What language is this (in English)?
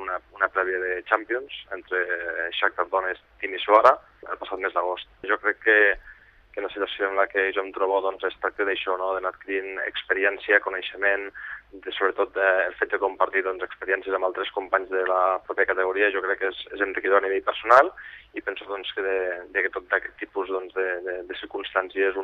Catalan